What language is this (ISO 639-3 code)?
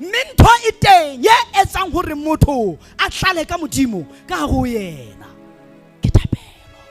sot